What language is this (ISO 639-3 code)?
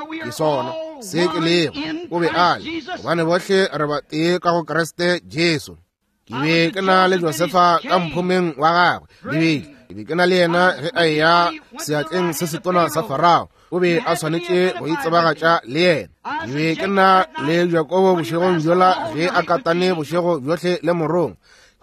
nso